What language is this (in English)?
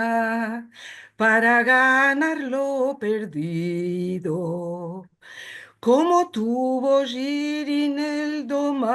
Ladino